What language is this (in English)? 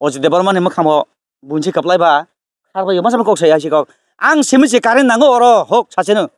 Kok Borok